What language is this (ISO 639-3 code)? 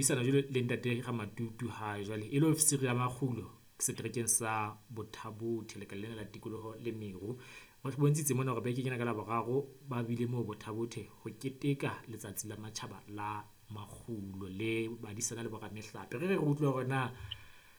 sot